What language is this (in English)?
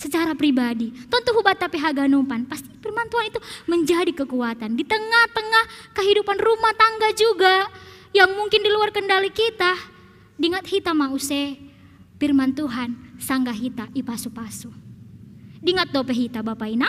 Batak Simalungun